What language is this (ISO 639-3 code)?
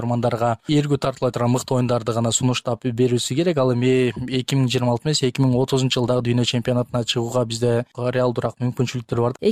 kir